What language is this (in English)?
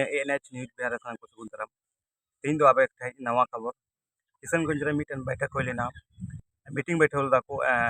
Santali